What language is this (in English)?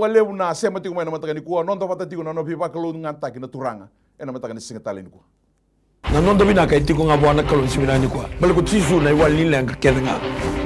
Fijian